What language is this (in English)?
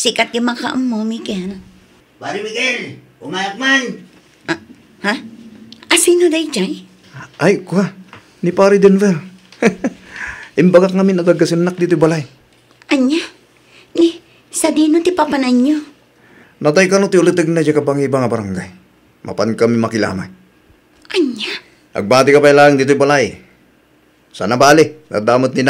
Iloko